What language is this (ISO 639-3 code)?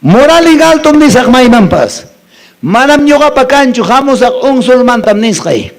que